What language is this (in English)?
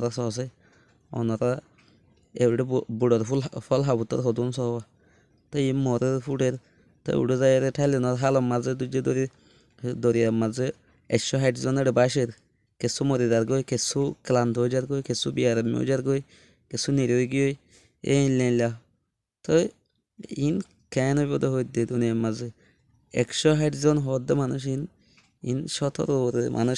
Rohingya